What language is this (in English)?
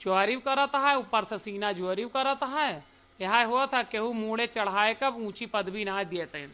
Awadhi